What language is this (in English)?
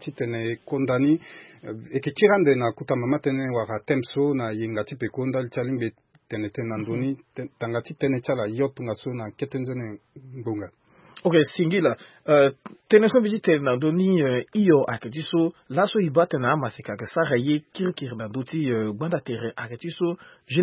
Sango